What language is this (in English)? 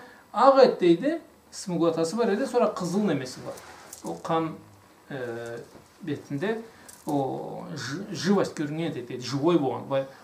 Karachay-Balkar